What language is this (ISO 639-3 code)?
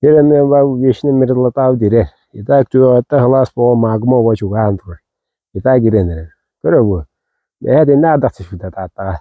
sah